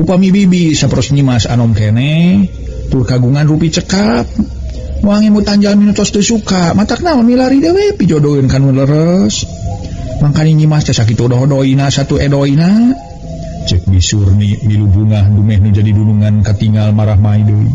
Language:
Sundanese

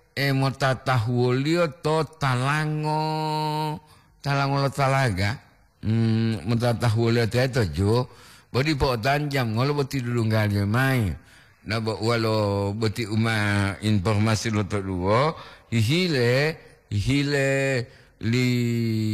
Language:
Gorontalo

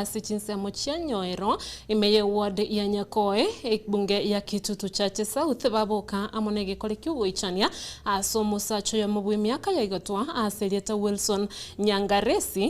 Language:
Gusii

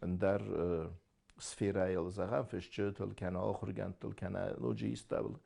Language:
Ossetic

